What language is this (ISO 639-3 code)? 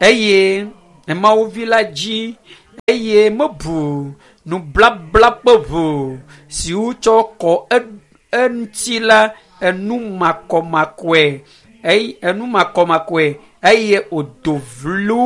ewe